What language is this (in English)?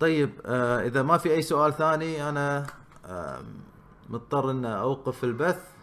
Gulf Arabic